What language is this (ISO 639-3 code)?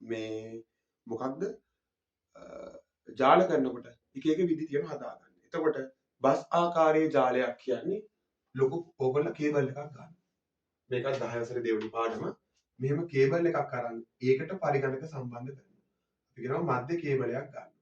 sin